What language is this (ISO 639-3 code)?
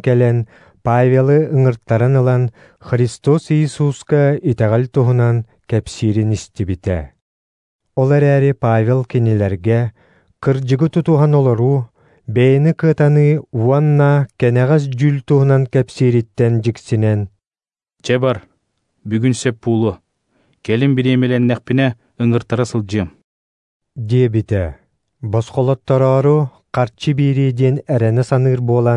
sah